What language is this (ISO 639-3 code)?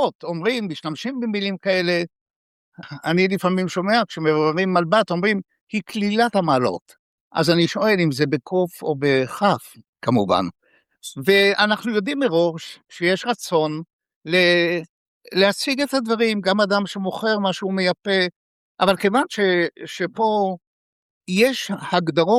heb